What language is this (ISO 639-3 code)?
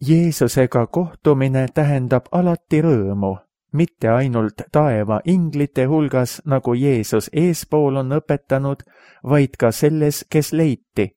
est